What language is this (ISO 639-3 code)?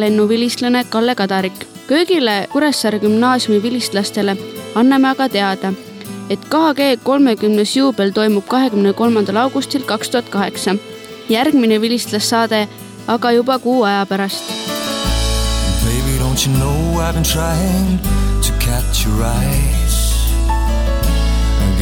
est